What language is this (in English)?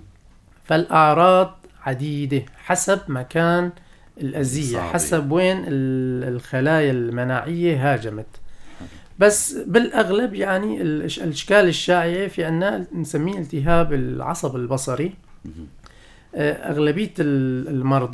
North Levantine Arabic